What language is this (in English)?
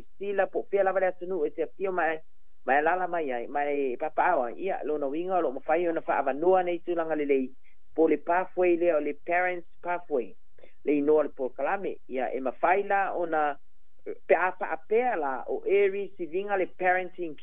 Samoan